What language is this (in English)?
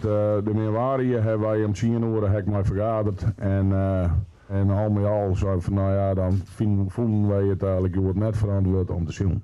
Western Frisian